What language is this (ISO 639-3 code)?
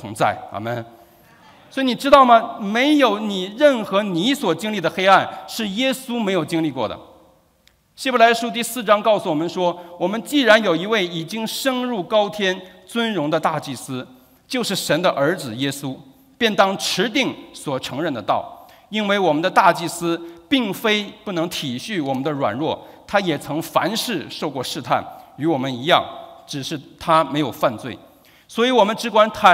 zho